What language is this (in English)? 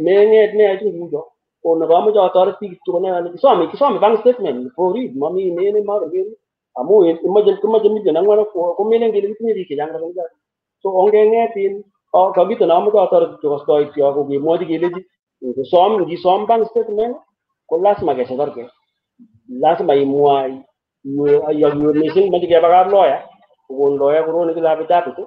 Kalenjin